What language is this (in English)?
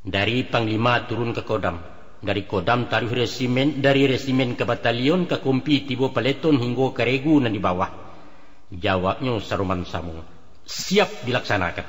Minangkabau